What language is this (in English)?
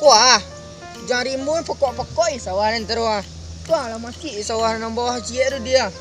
Minangkabau